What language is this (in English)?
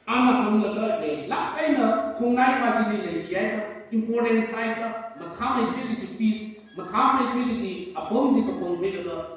Tangkhul Naga (India)